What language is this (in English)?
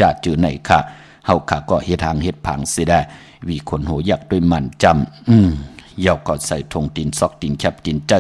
Shan